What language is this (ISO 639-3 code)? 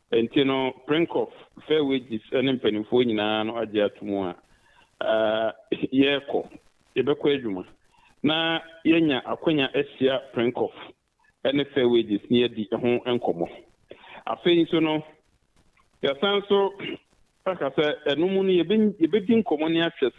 aka